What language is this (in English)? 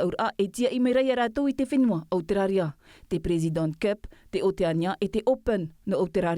Tahitian